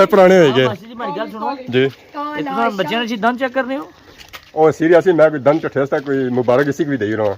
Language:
Pahari-Potwari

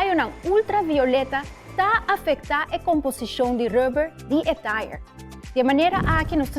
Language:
Papiamento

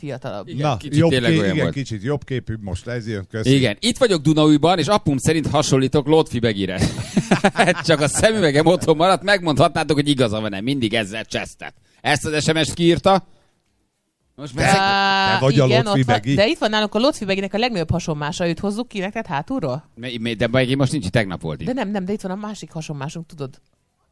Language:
Hungarian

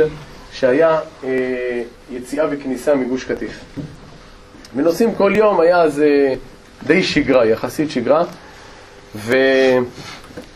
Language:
Hebrew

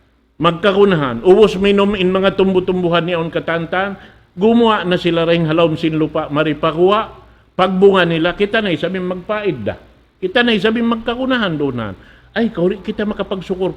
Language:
Tausug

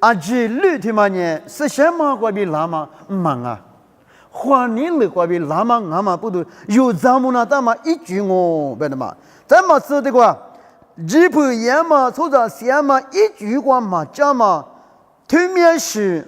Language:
Lisu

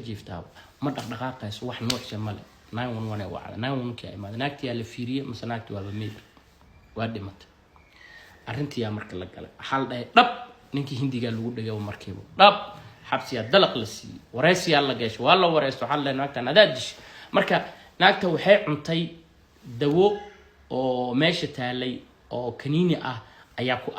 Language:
Somali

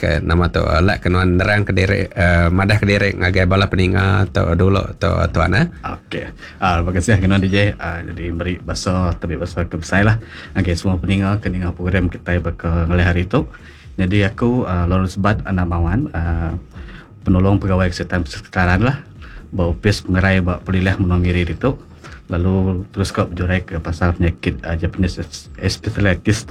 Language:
Iban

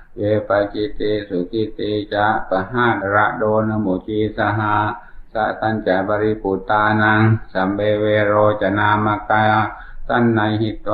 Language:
Pali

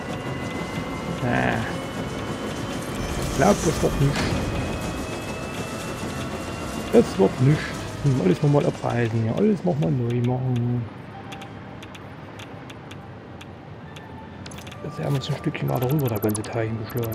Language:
German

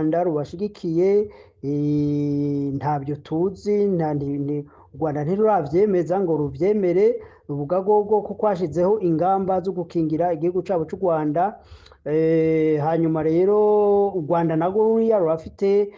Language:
Rundi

